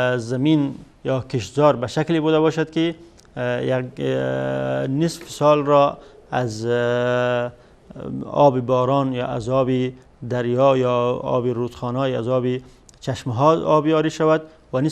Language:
Persian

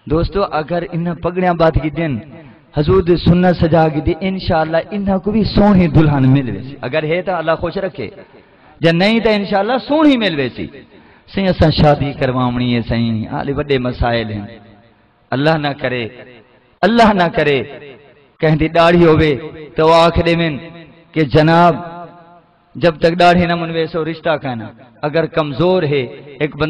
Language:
Saraiki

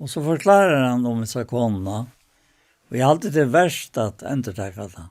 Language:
Faroese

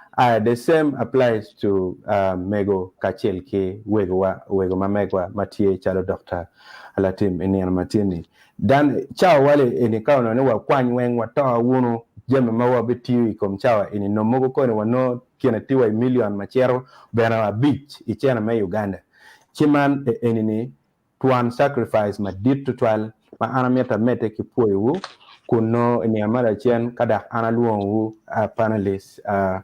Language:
Acoli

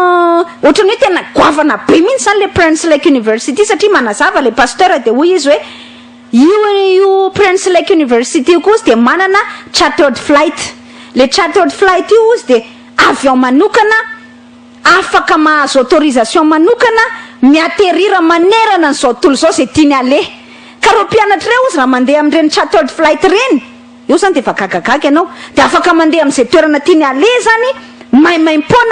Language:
Malagasy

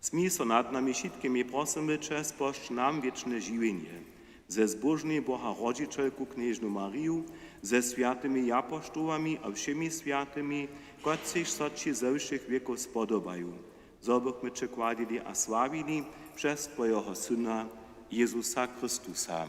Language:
Upper Sorbian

